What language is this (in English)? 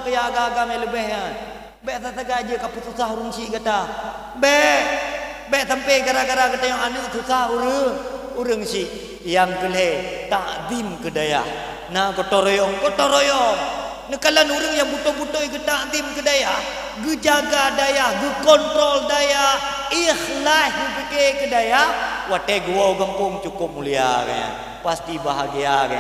Achinese